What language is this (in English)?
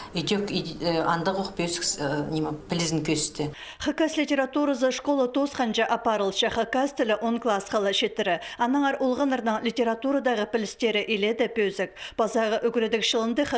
Khakas